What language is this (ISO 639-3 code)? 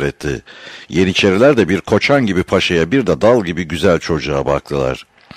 tur